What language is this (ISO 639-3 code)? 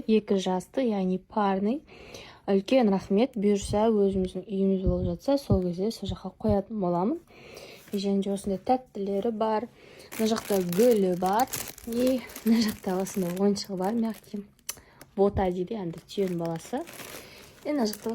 kaz